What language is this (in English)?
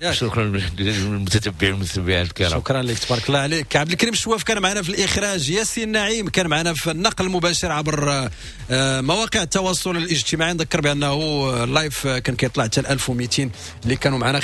Moroccan Arabic